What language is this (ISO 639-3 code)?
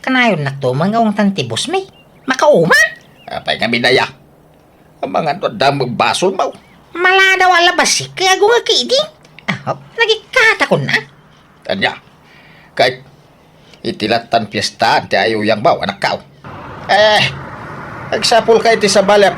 ilo